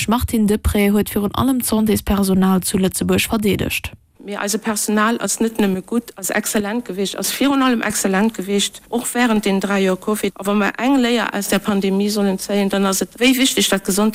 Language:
Luxembourgish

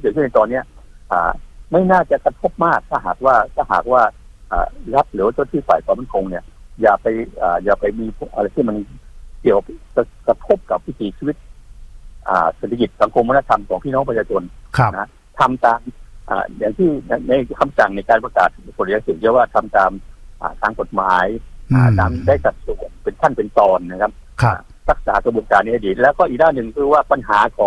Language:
Thai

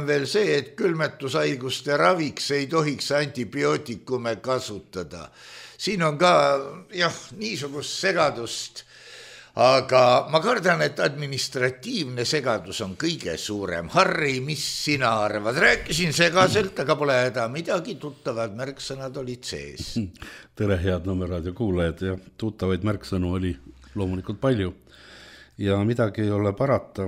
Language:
Estonian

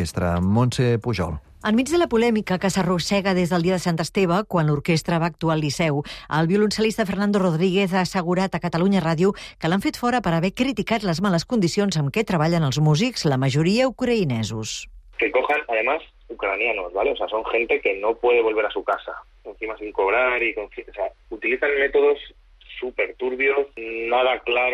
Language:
Catalan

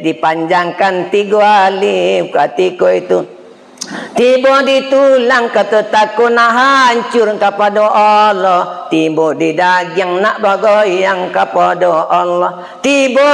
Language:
Minangkabau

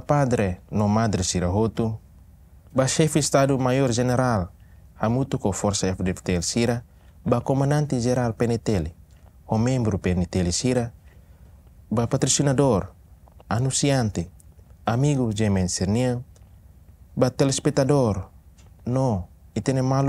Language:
Tetum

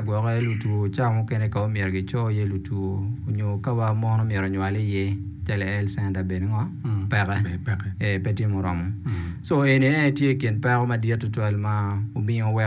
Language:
Acoli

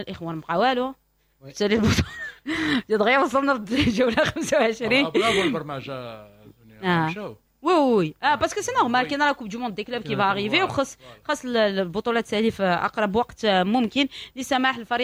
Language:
Moroccan Arabic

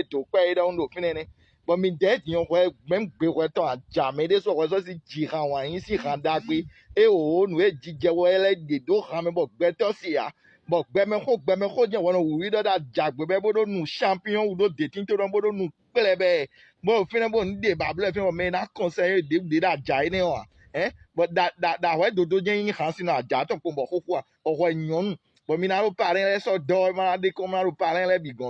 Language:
Fon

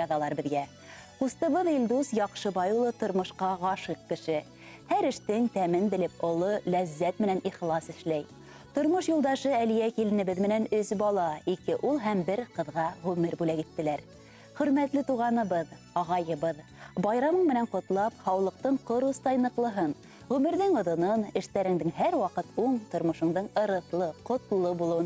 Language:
Bashkir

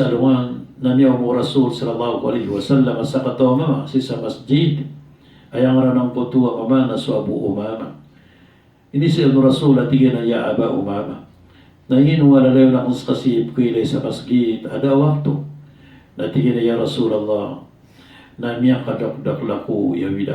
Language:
Maranao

